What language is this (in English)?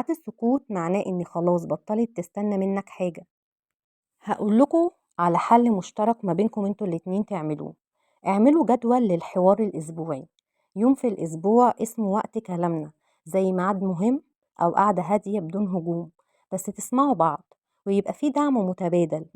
Egyptian Arabic